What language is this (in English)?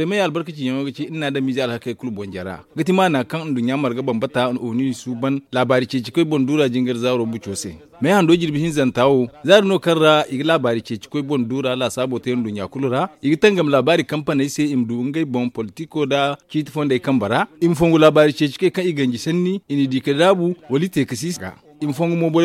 Zarma